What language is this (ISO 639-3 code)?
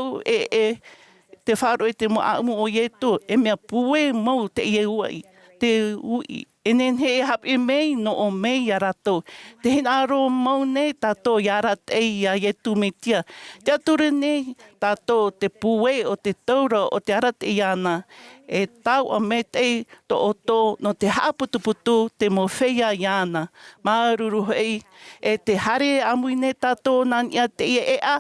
tah